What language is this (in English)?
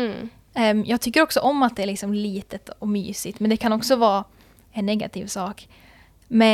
Swedish